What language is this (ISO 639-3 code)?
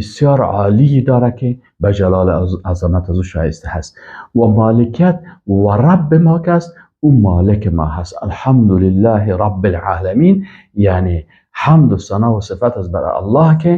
fas